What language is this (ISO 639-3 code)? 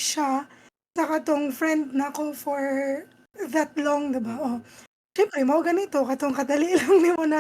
ceb